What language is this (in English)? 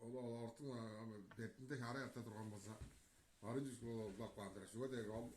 Tuvinian